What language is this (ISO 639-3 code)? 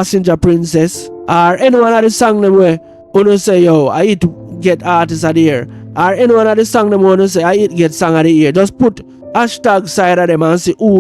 jam